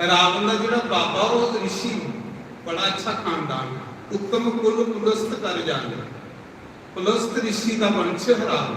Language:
Dogri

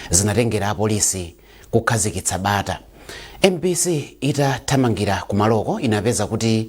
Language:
Nyanja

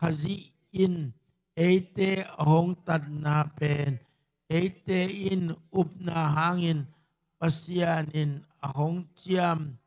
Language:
Tedim Chin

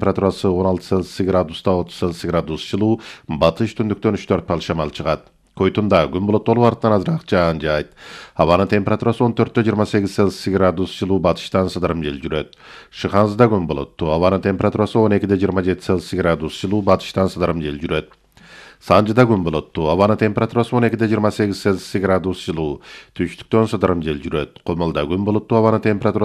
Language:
Kyrgyz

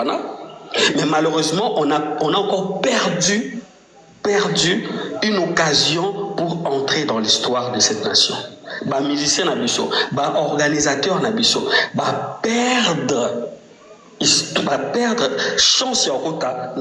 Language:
Lingala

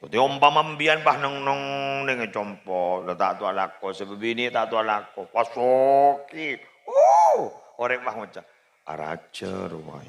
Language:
Madurese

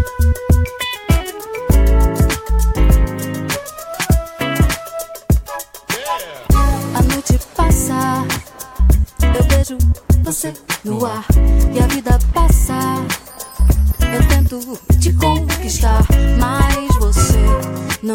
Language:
Portuguese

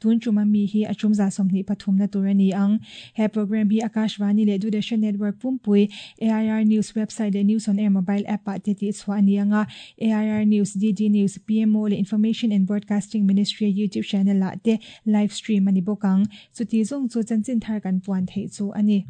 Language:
Mizo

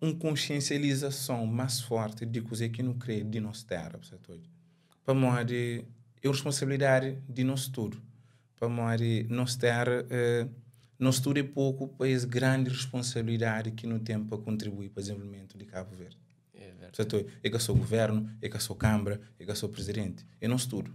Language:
Kabuverdianu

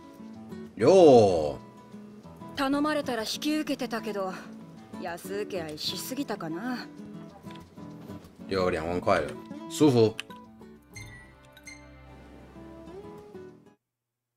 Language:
Japanese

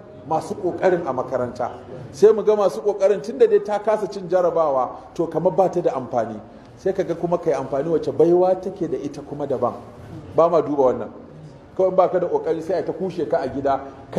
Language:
Hausa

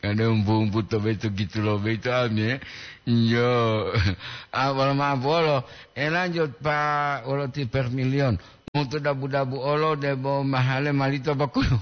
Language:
Gorontalo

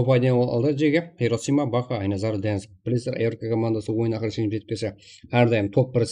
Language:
Kara-Kalpak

